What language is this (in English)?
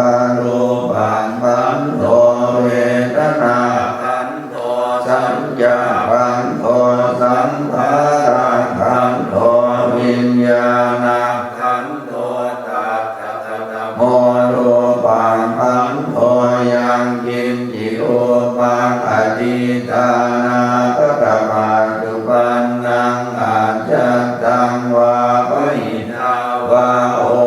Pali